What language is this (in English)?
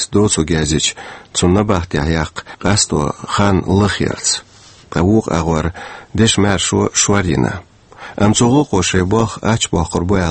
Chechen